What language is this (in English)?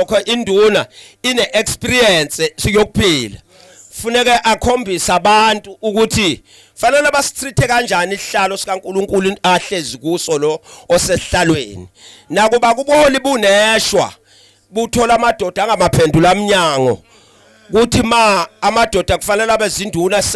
Zulu